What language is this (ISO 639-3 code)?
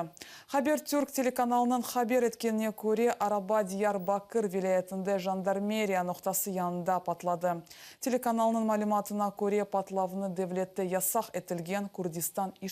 crh